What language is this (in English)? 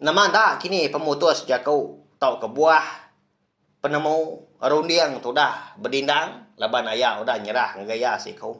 Iban